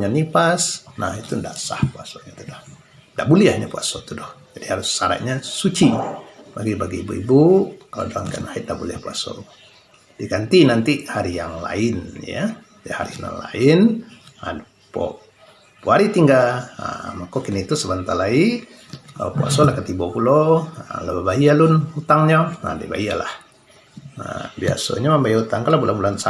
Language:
Minangkabau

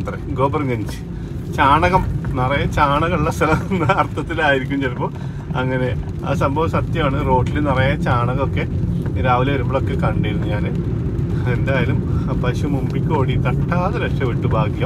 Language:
Malayalam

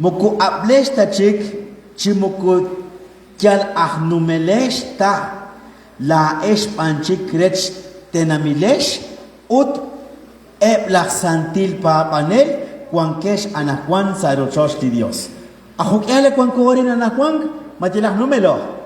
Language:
Kekchí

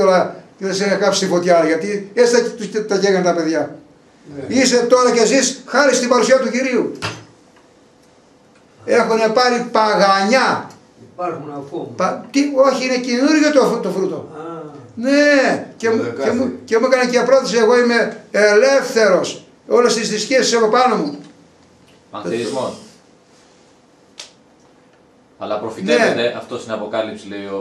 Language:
Greek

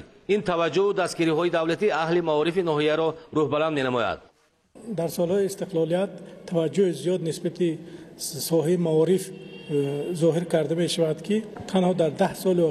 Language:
Tajik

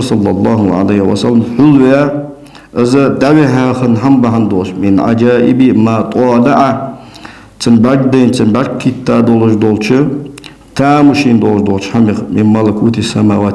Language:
Ingush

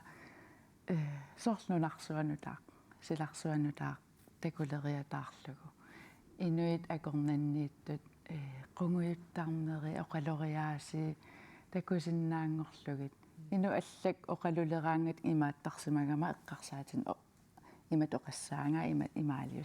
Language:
Kalaallisut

